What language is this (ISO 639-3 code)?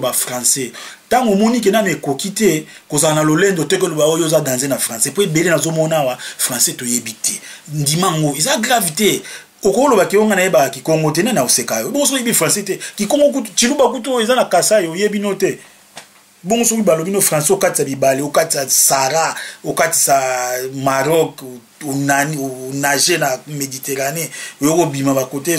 lin